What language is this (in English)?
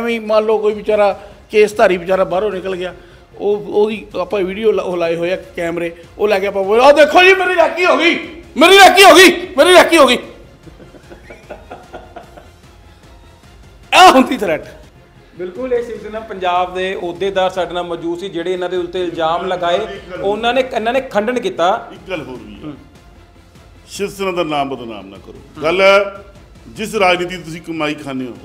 Punjabi